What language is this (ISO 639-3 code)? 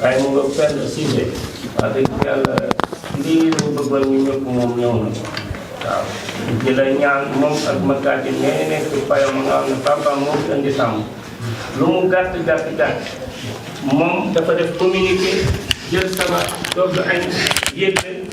wol